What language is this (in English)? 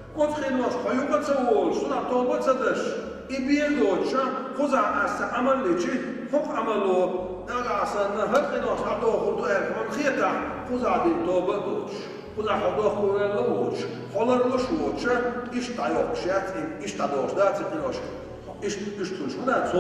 Chechen